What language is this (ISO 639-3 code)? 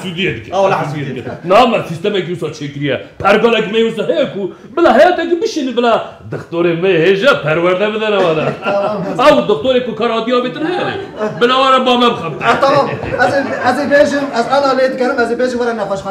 kur